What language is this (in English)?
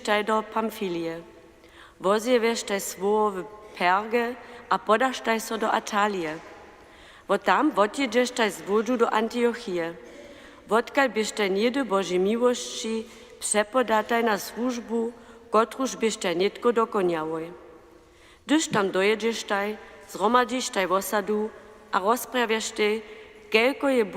Upper Sorbian